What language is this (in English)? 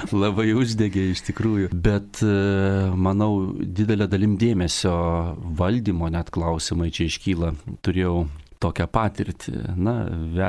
Lithuanian